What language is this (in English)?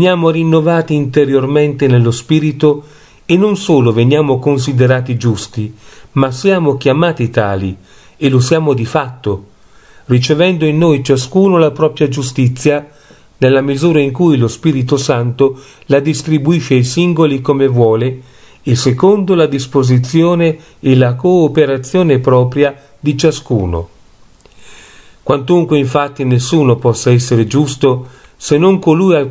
Italian